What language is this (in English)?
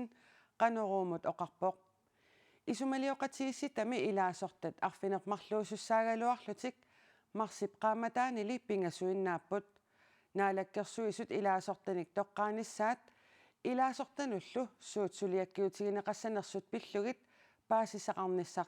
Kalaallisut